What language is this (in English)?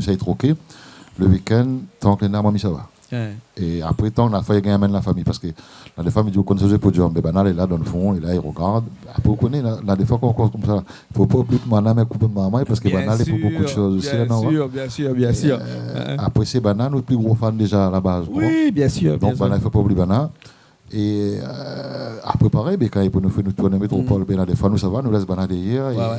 Réunion Creole French